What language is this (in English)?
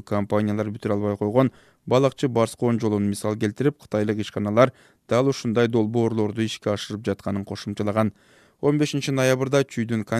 Kyrgyz